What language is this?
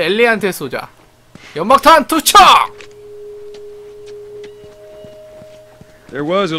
Korean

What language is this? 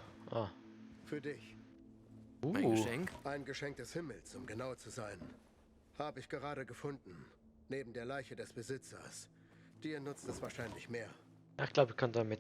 Swiss German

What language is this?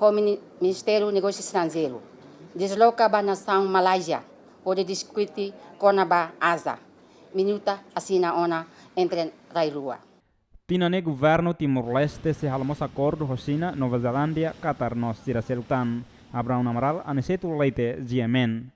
Tetum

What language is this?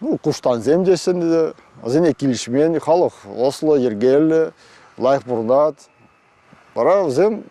Chuvash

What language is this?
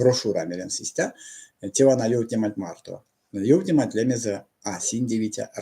Erzya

